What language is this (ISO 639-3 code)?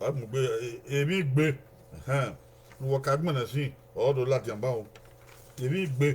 bin